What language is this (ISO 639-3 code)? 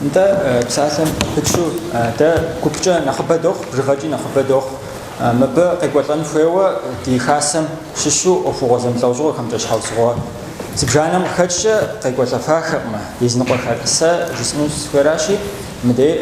kbd